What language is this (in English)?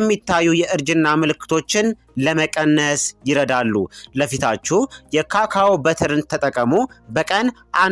Amharic